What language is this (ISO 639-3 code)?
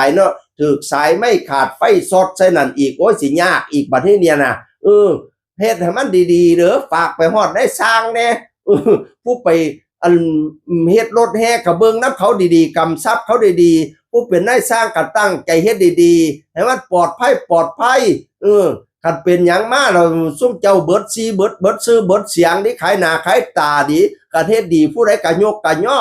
tts